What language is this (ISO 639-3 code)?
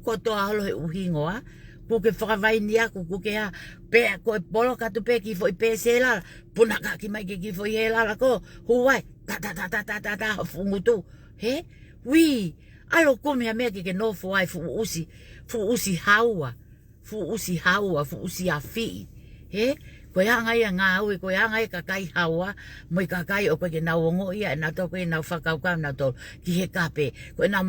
ton